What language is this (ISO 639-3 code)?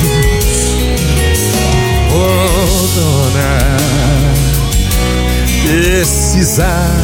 por